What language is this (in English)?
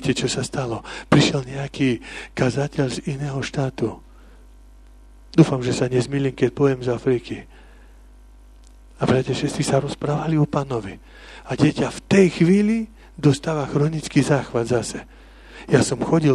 Slovak